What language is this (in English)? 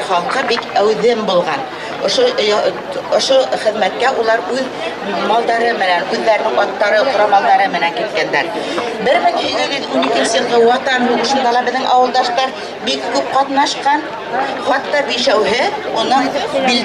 Bashkir